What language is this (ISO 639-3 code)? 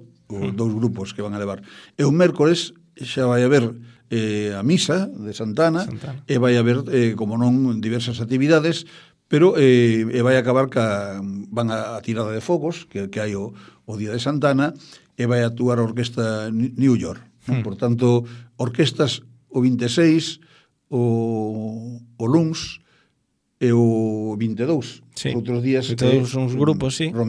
glg